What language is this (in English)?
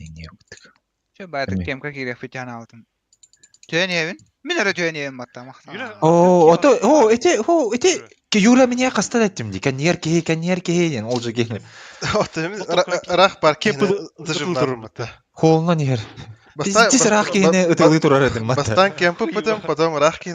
Yakut